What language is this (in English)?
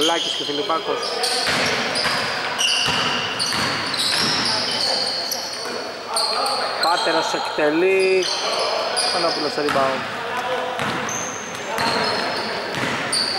Greek